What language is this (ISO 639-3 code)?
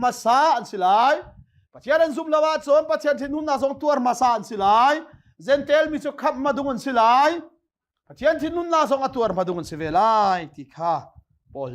cnh